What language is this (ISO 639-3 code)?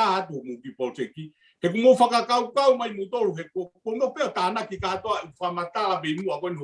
ton